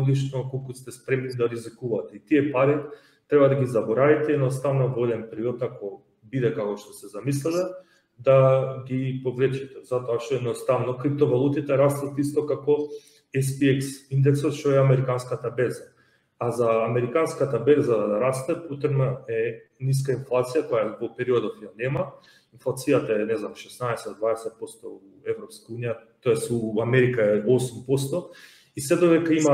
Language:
Macedonian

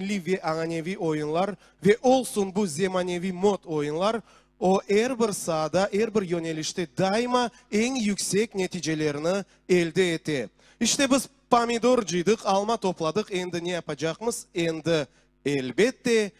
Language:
Crimean Tatar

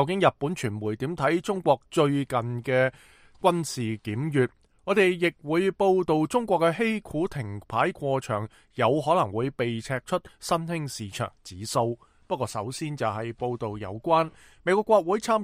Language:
Cantonese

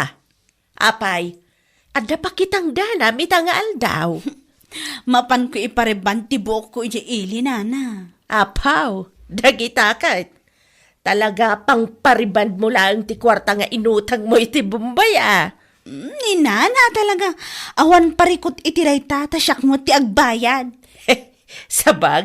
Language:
Iloko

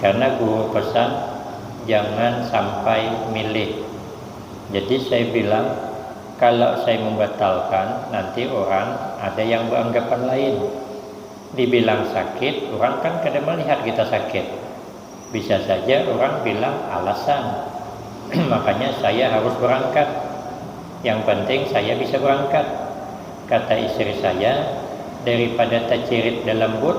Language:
Banjar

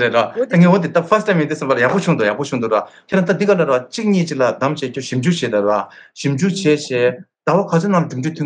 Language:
Tibetan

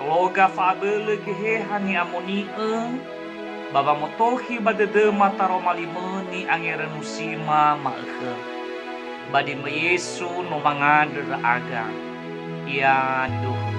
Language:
Nias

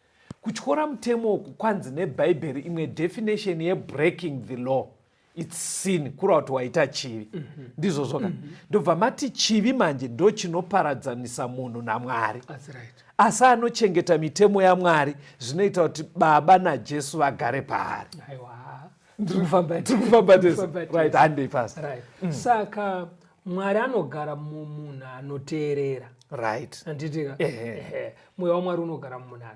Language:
Shona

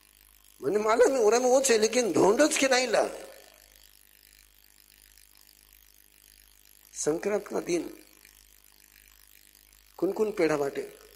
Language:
Hindi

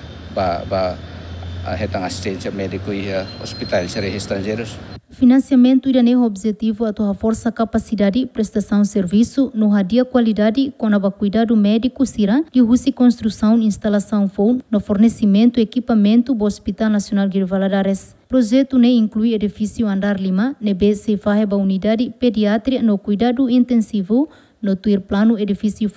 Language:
Tetum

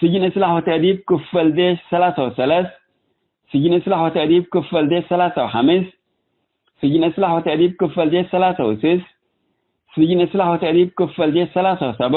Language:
Tigre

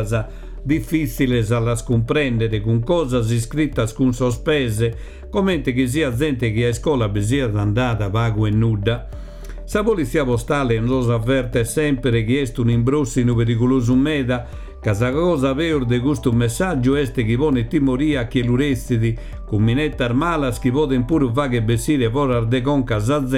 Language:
Sardinian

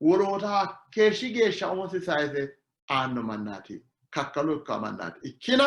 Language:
Sidamo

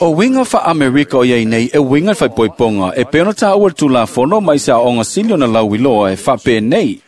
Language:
Samoan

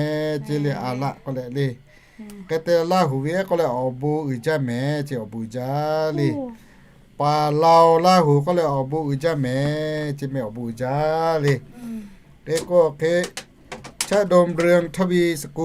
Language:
Lahu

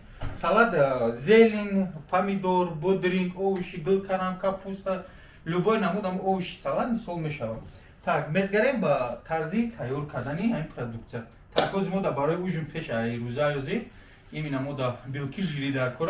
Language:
Tajik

